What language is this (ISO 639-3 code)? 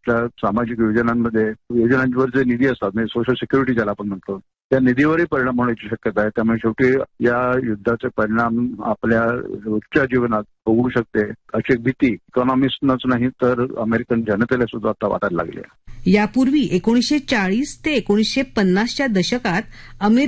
mar